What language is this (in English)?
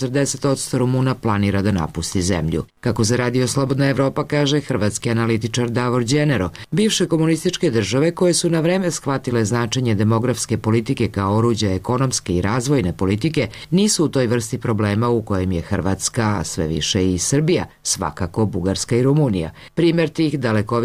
Serbian